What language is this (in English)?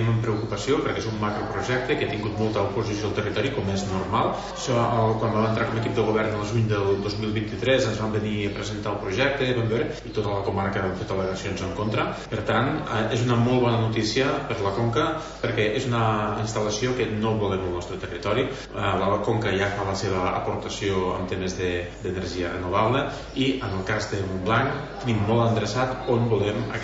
Catalan